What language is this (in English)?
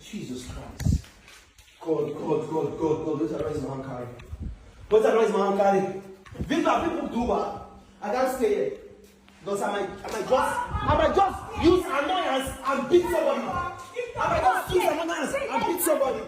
Nigerian Pidgin